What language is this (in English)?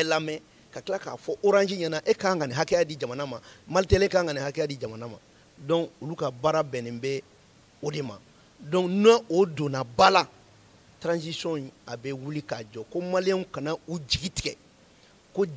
Bambara